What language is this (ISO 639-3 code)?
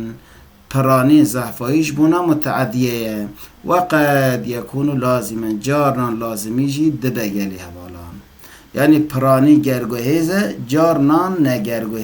kur